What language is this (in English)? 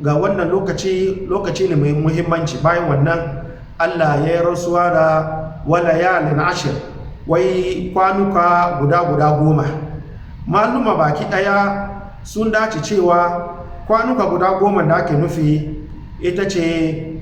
Hausa